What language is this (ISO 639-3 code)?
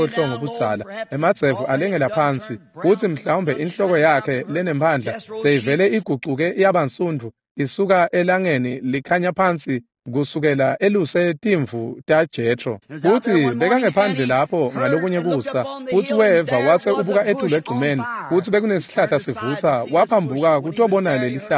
ssw